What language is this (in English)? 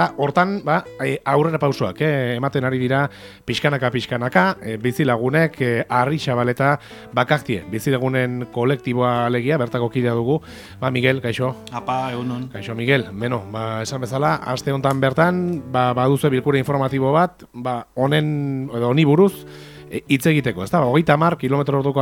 Basque